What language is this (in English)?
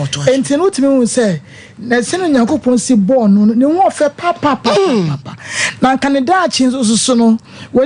Akan